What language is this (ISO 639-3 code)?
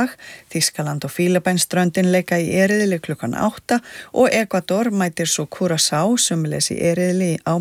isl